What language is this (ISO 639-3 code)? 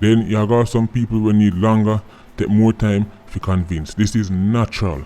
jam